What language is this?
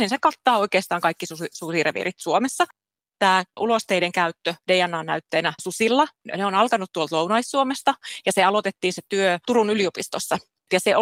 Finnish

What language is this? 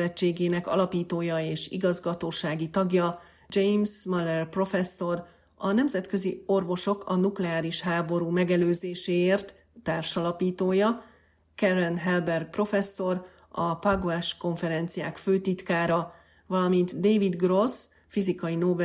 Hungarian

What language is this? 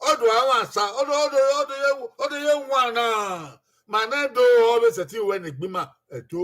Bini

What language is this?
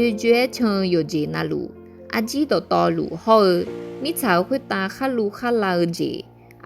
Akha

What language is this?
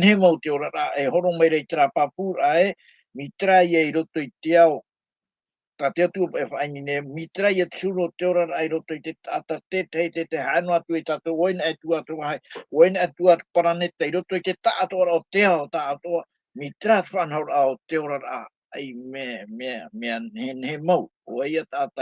Tahitian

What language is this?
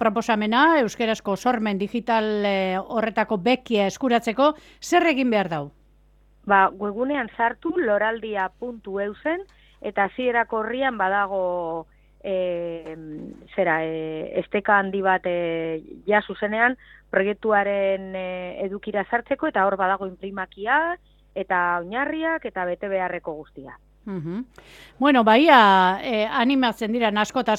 Basque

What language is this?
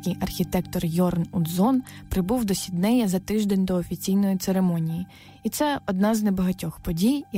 Ukrainian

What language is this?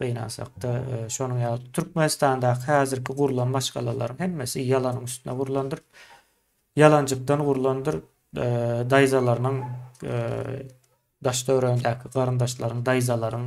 Turkmen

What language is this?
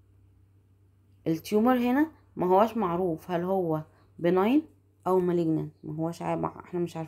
Egyptian Arabic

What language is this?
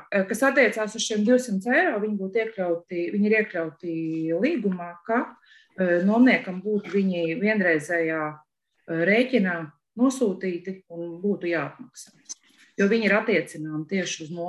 Latvian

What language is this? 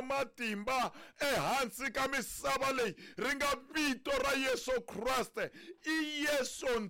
Tsonga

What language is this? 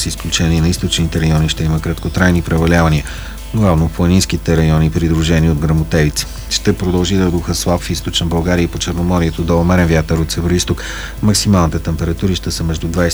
Bulgarian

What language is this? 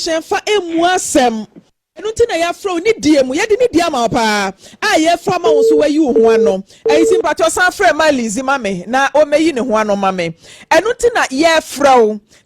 Akan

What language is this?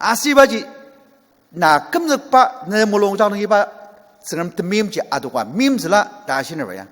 Ao Naga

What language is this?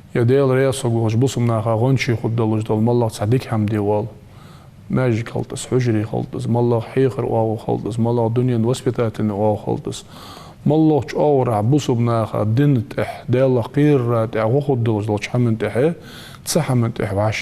Ingush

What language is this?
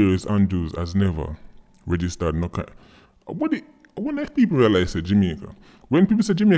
Jamaican Creole English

